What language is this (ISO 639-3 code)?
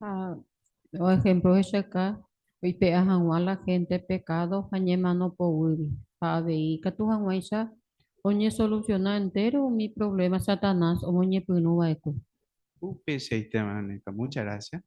grn